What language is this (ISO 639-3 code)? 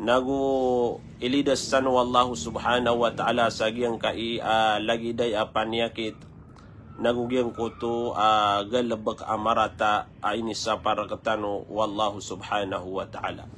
mrw